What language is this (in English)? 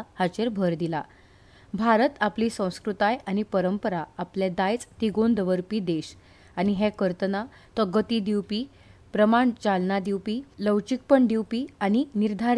Konkani